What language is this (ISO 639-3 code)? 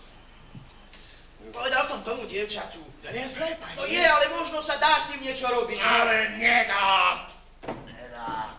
slk